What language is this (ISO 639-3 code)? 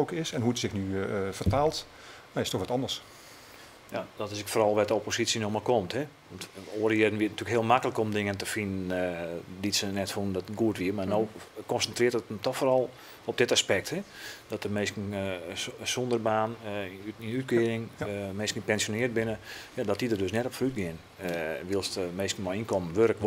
fry